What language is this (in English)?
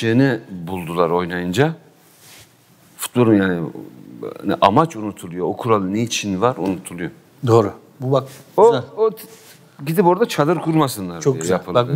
Turkish